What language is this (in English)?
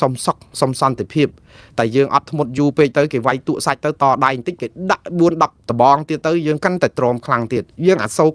Khmer